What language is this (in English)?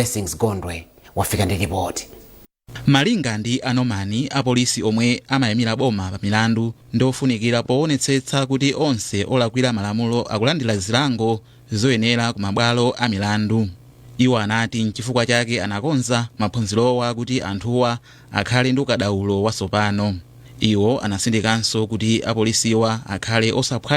Nyanja